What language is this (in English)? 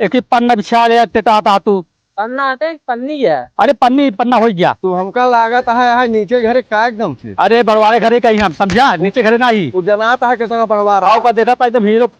Awadhi